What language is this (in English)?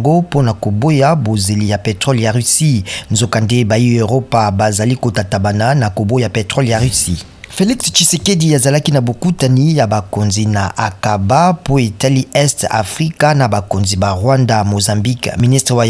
Lingala